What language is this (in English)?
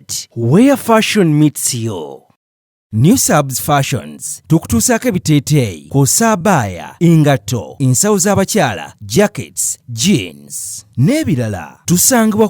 Ganda